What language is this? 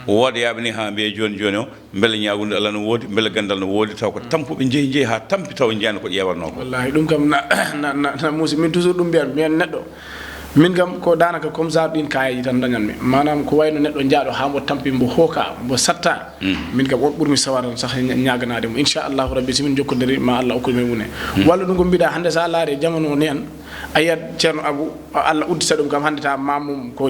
Fula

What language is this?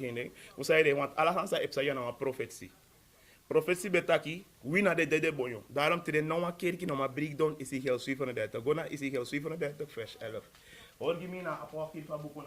Sranan Tongo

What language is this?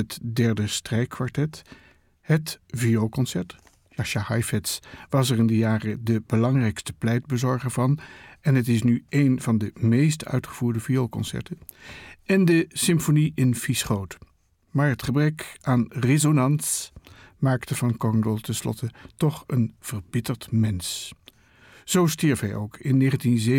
Dutch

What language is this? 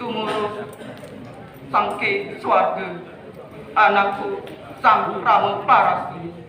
Kawi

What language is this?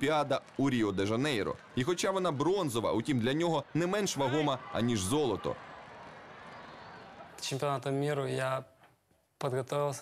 Ukrainian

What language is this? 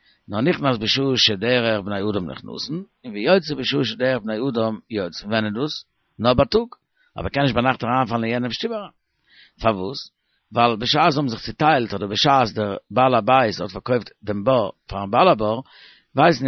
Yiddish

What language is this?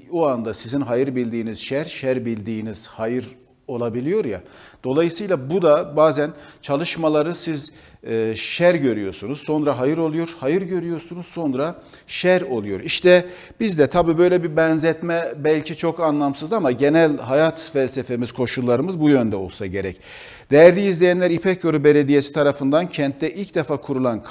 Turkish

